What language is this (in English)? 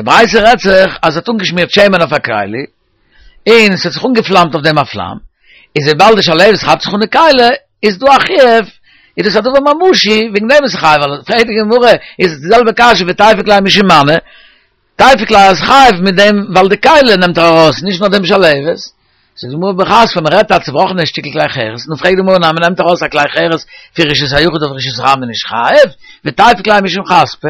Yiddish